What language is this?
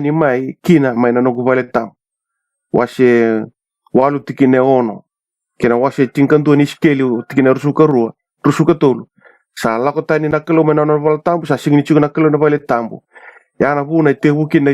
Fijian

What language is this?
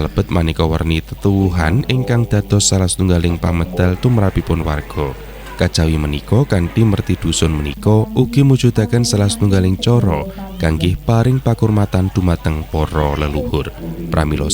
Javanese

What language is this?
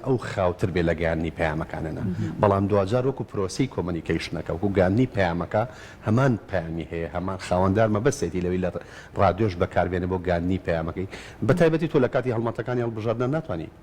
Central Kurdish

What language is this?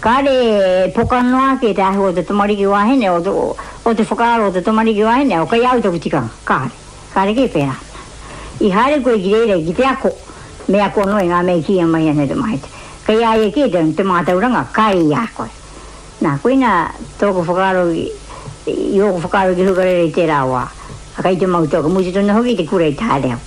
Māori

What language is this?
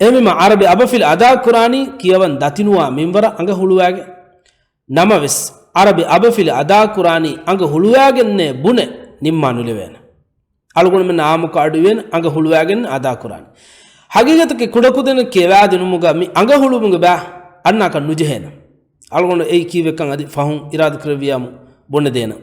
Divehi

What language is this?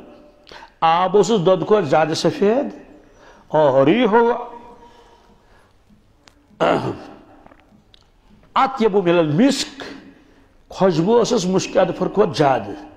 Kashmiri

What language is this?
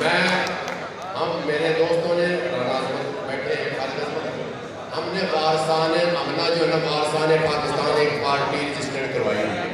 Haryanvi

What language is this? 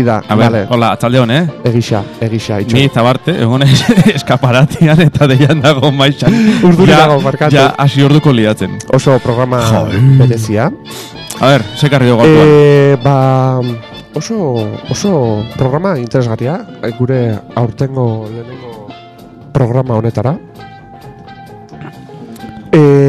Basque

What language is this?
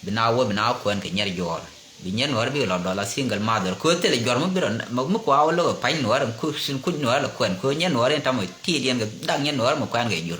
Nuer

